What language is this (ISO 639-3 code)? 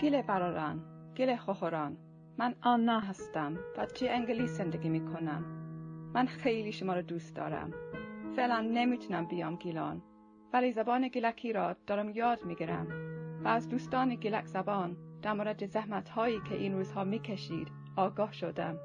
glk